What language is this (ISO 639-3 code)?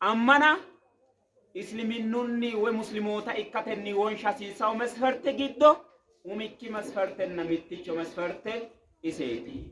sid